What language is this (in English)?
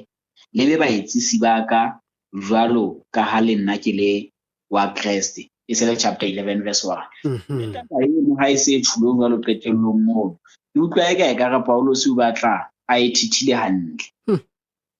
Southern Sotho